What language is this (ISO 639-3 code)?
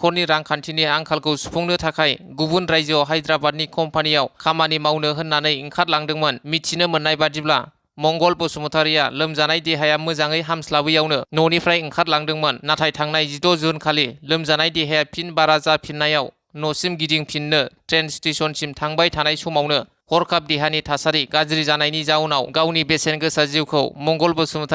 brx